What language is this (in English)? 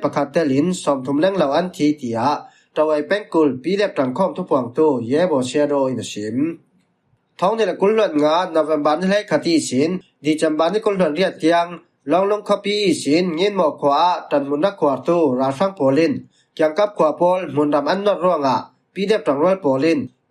Falam Chin